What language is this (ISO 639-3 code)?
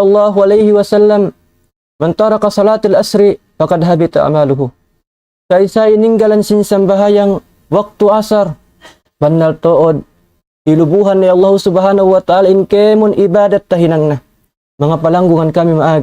tsg